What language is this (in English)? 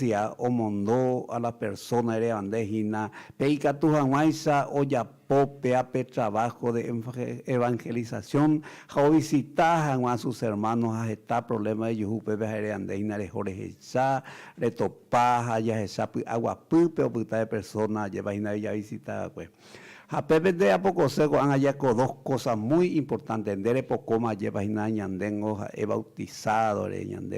Guarani